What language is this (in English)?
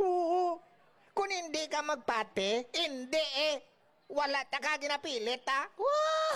Hiligaynon